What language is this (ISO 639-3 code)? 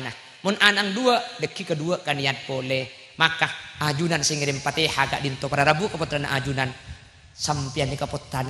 mad